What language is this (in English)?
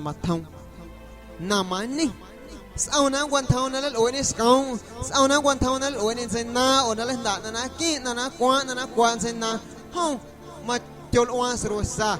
Guerrero Amuzgo